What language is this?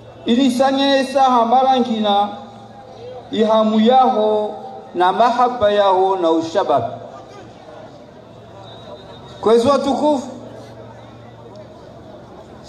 Swahili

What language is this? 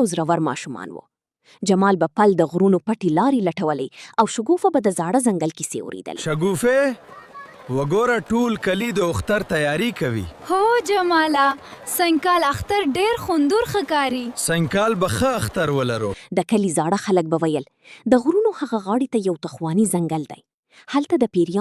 Pashto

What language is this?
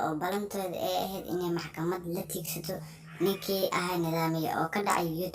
Somali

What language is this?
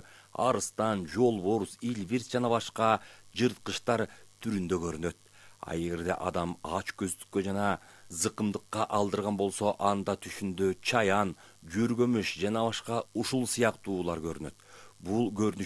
Kyrgyz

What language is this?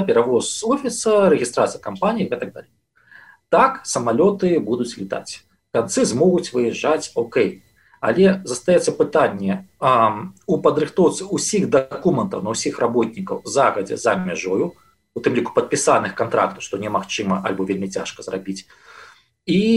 Belarusian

